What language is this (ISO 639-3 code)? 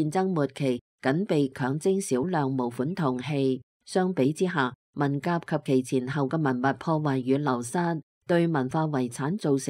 yue